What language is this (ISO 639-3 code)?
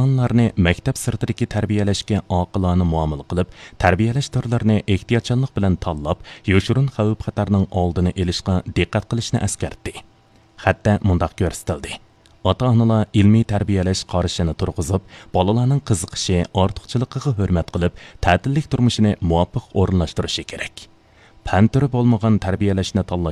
uig